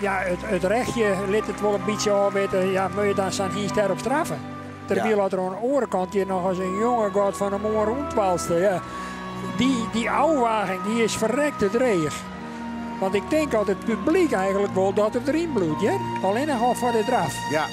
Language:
Western Frisian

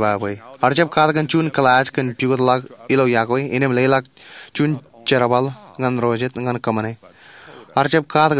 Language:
Marshallese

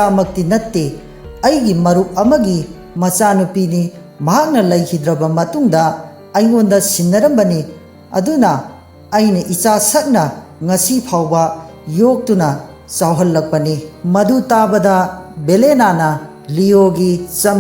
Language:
Manipuri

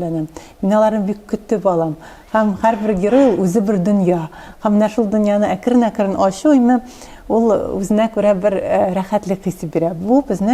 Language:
Tatar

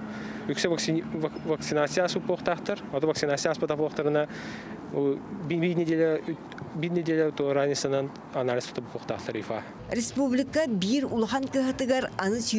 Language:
Yakut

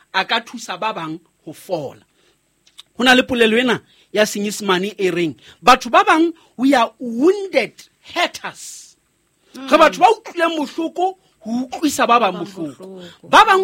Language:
Southern Sotho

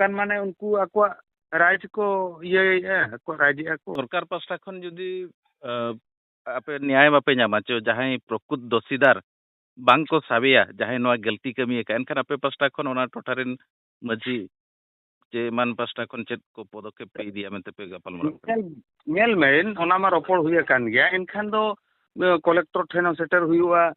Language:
Santali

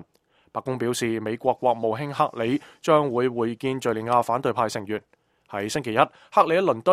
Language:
Cantonese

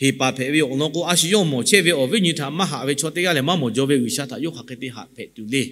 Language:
Lahu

